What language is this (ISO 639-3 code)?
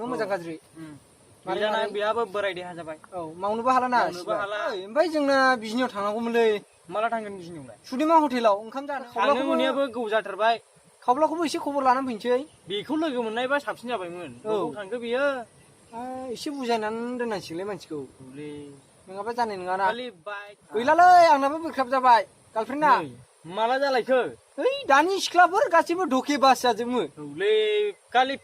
brx